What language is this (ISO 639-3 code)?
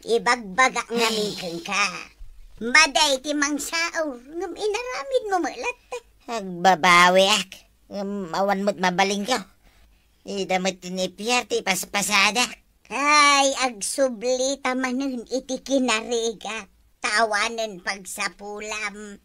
ilo